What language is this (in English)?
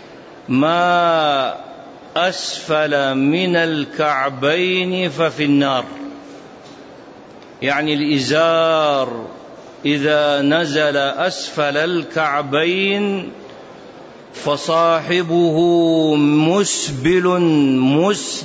Arabic